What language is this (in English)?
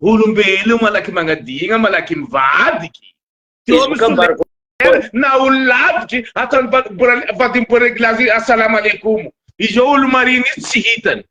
Malagasy